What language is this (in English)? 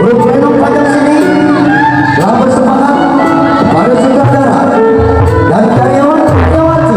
Betawi